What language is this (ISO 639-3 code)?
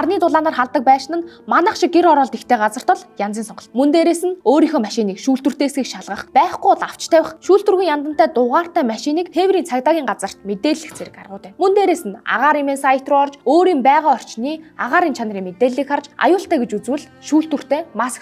mon